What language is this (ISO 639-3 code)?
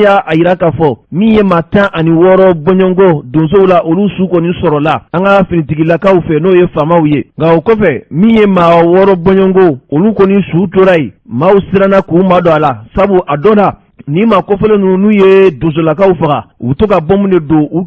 bam